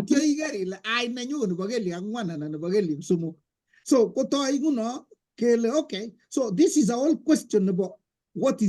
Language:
Kalenjin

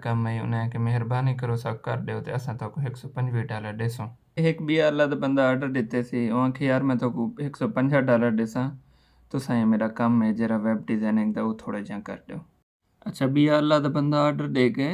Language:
Saraiki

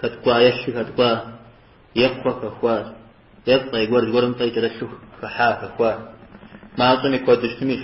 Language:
Kabardian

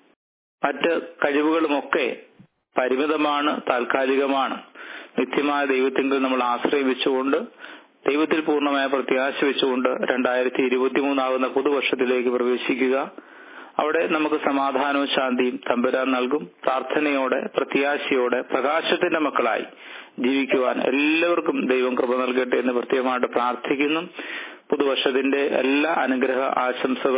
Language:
Malayalam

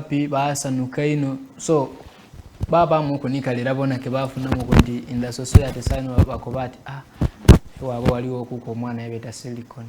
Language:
Soga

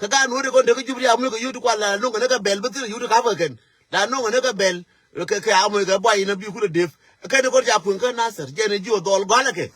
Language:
Nuer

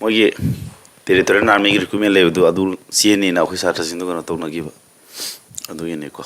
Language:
Manipuri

